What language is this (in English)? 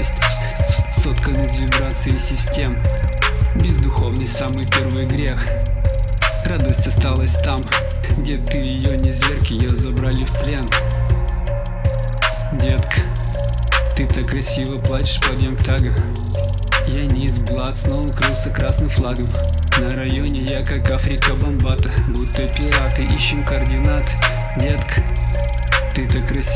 Russian